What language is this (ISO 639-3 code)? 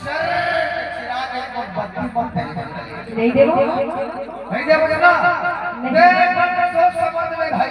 hne